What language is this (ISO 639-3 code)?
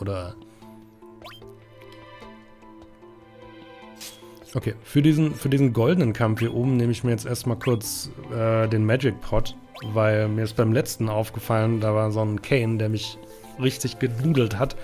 deu